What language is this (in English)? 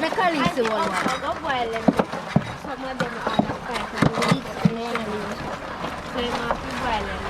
Jamaican Creole English